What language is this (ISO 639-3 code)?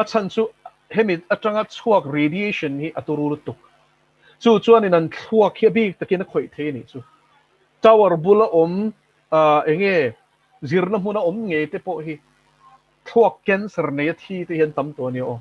lus